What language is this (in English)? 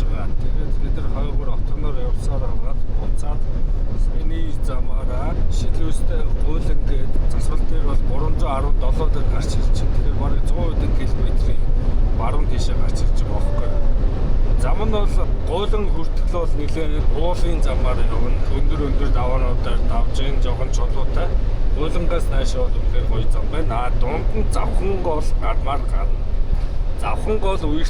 Mongolian